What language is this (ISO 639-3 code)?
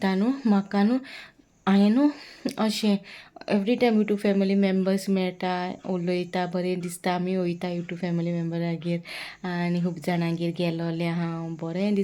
kok